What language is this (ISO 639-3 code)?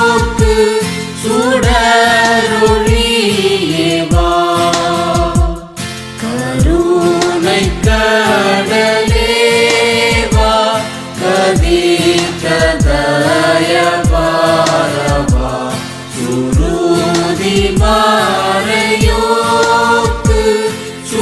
tam